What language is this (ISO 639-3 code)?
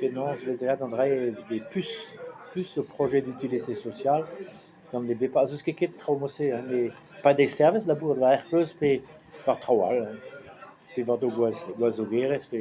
bre